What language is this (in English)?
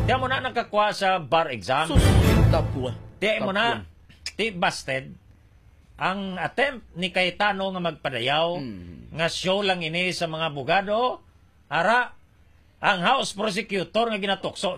Hiligaynon